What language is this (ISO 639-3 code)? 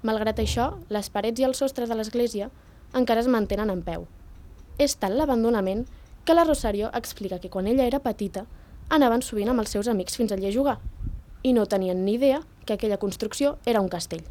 cat